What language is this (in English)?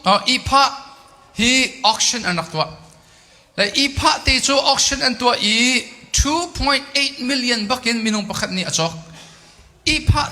Hakha Chin